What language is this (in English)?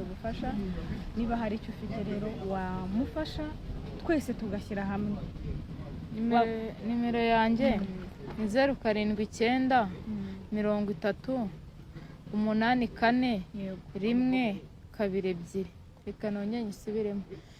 Kinyarwanda